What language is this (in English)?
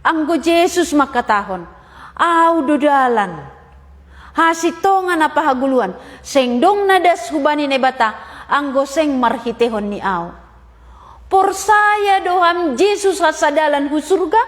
Batak Simalungun